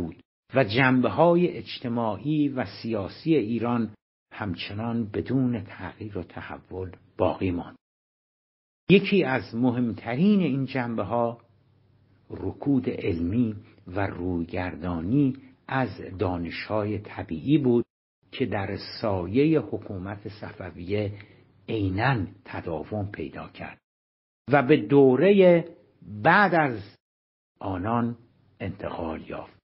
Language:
Persian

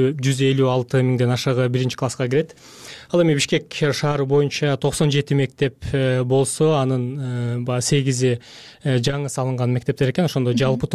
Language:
Kyrgyz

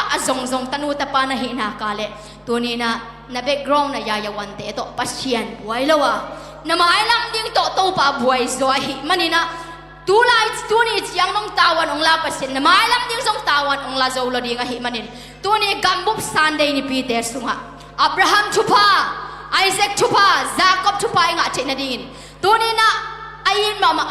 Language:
Tedim Chin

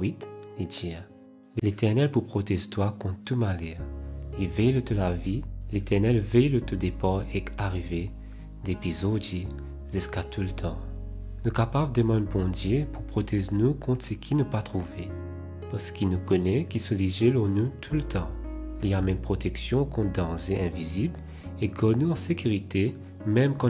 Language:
Morisyen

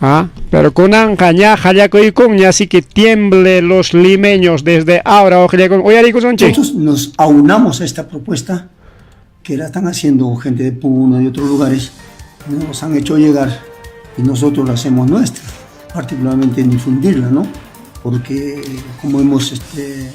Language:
Ayacucho Quechua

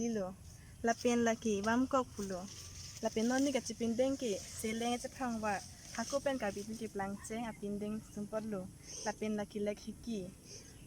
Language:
Karbi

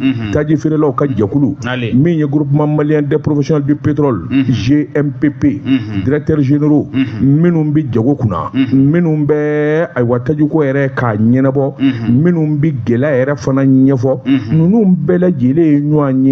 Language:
Bambara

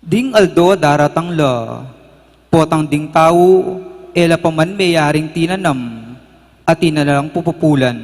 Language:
Pampanga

